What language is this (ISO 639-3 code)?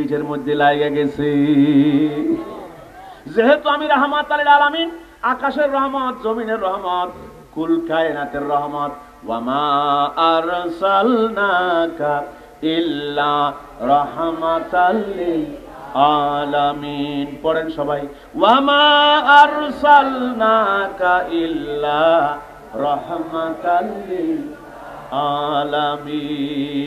ben